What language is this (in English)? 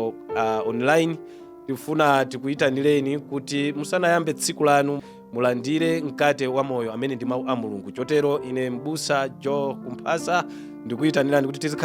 Nyanja